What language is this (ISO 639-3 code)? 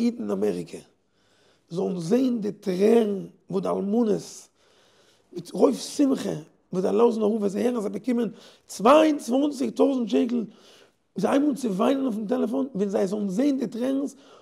yid